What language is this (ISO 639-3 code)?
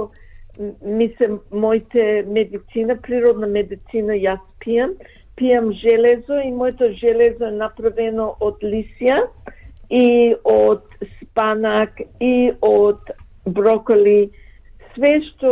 mkd